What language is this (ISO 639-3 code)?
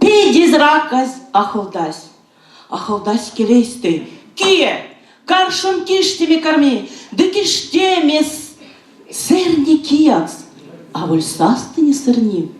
myv